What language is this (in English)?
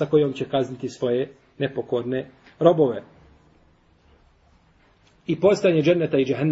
Bosnian